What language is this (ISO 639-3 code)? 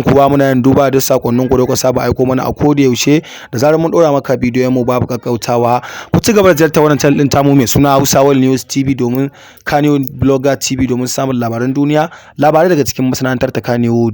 hau